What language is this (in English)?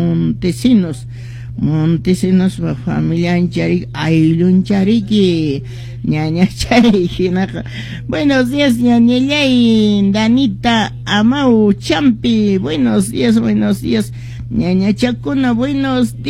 Quechua